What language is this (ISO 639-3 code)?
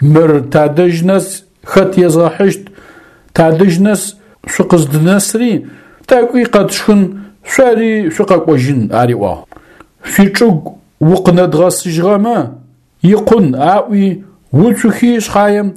ady